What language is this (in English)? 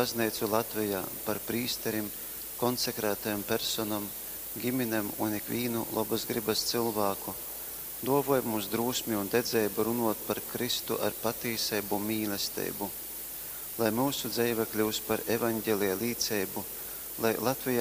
Latgalian